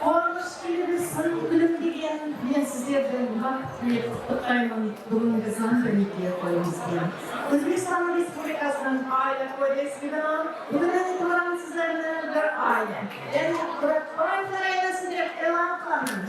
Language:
Kara-Kalpak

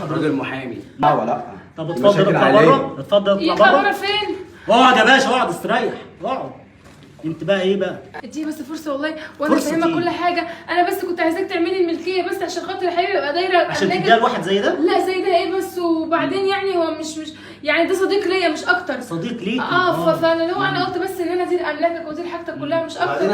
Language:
Egyptian Arabic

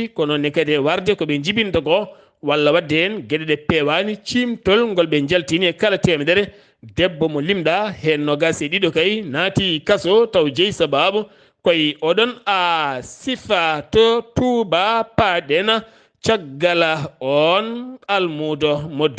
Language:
Fula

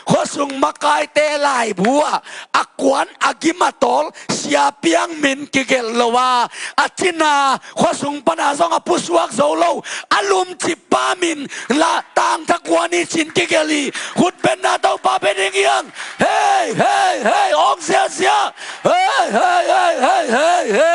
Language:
Tedim Chin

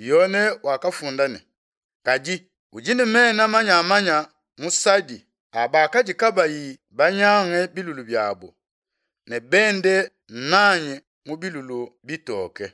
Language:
Luba-Lulua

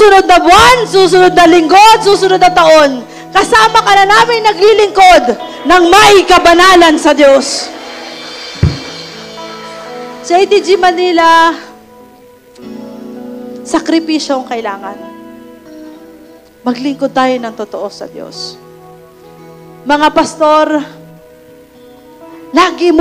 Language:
Filipino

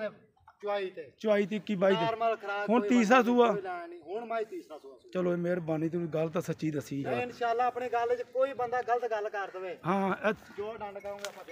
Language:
Punjabi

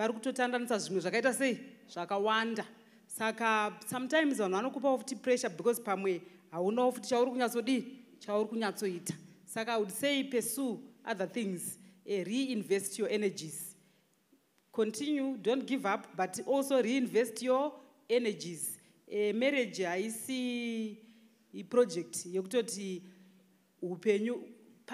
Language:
Shona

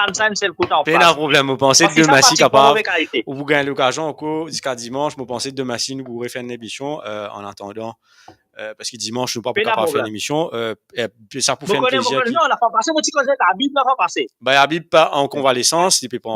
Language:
Morisyen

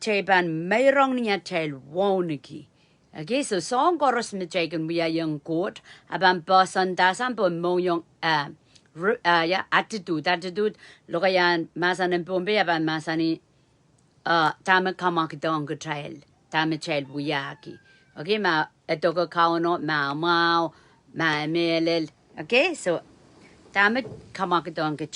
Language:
Pohnpeian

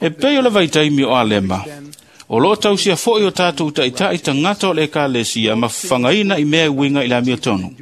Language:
Samoan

